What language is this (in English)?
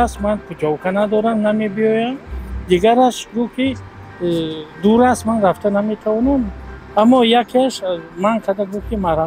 Tajik